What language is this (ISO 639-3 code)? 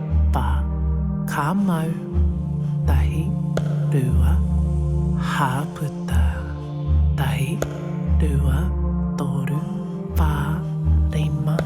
mri